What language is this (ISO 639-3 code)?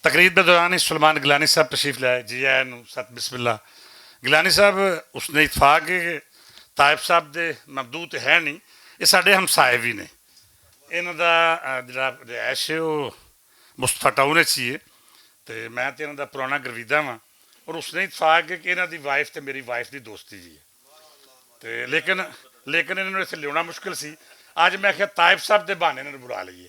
lah